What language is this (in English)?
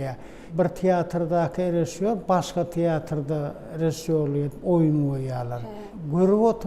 Turkmen